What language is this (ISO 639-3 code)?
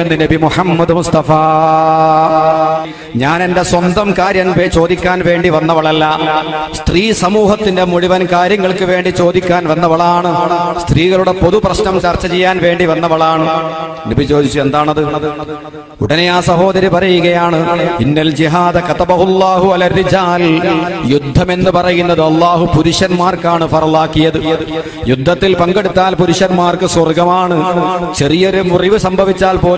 mal